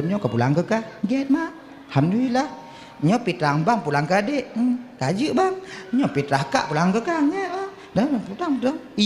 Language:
Achinese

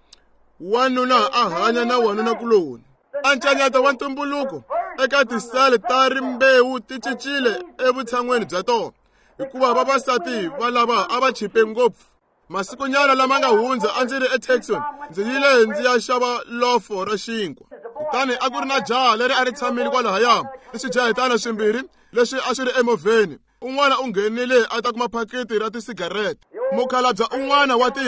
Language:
Tsonga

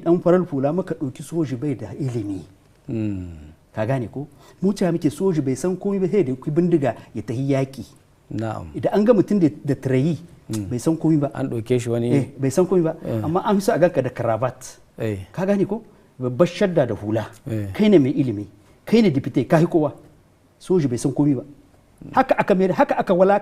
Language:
Hausa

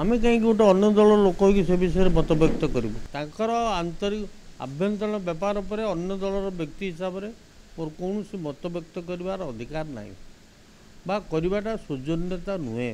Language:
Odia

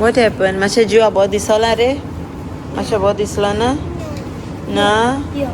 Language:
Konkani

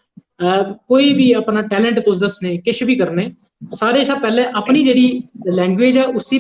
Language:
Dogri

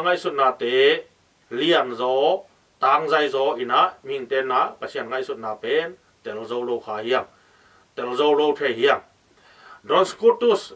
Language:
Tedim Chin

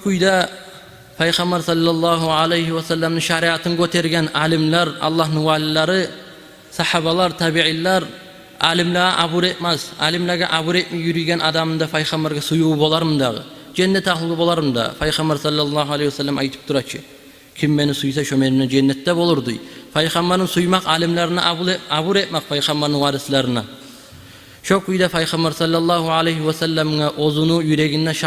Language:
Kumyk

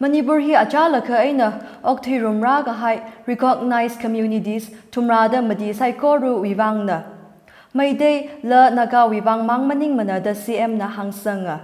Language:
Tangkhul Naga (India)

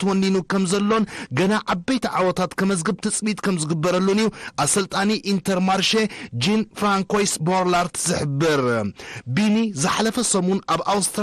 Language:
Tigrinya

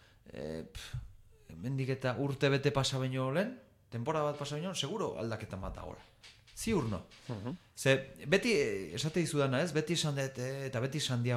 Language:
Basque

